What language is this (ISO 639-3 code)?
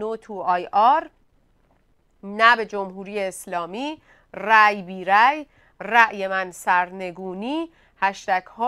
fas